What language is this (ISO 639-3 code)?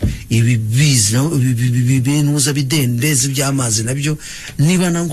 kin